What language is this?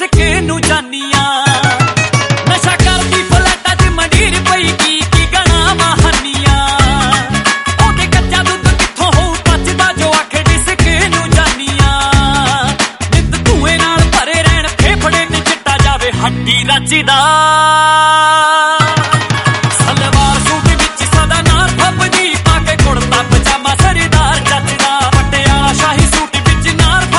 Punjabi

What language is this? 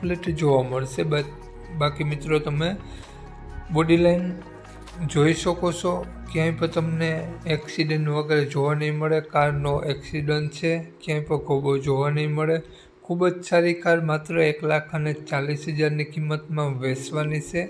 Gujarati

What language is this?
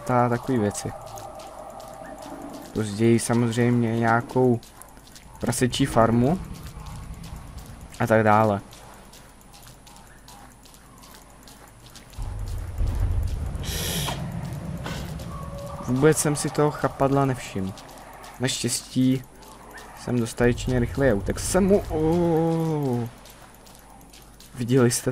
Czech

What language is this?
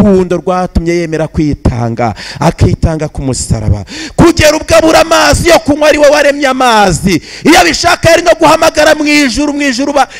Kinyarwanda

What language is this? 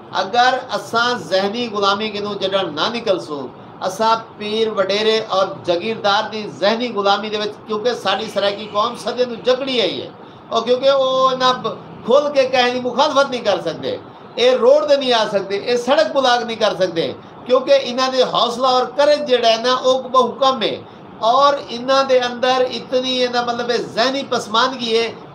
Saraiki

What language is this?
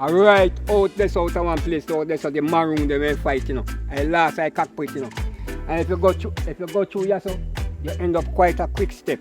Jamaican Creole English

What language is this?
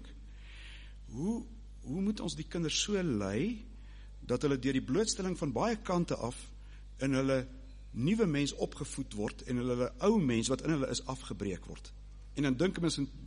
Afrikaans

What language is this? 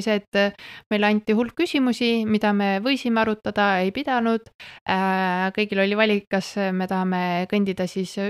Estonian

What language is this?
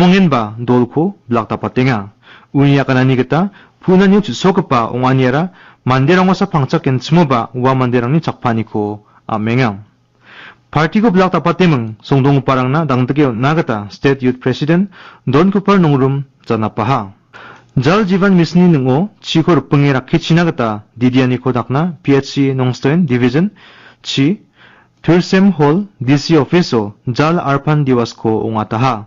Garo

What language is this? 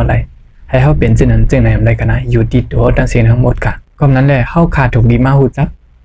Shan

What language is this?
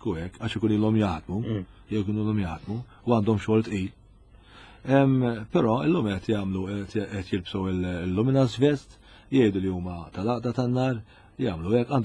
Maltese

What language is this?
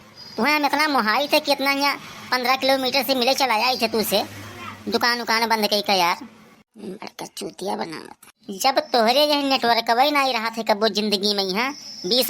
Awadhi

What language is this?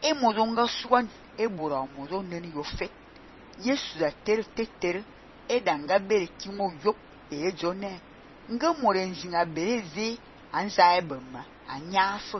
Fang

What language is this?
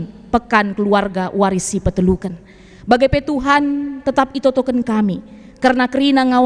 Batak Karo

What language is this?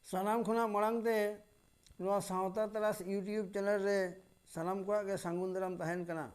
Santali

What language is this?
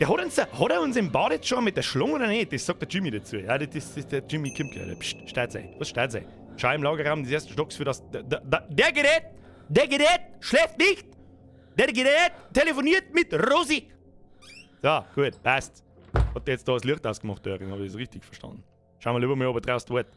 Bavarian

